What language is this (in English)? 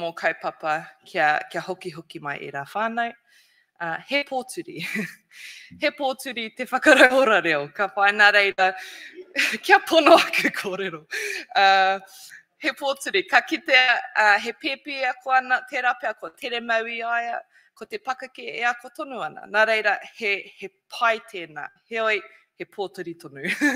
Māori